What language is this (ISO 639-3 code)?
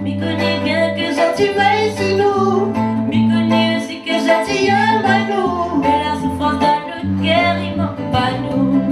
rcf